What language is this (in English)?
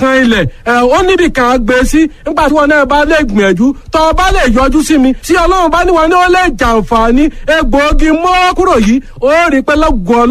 Yoruba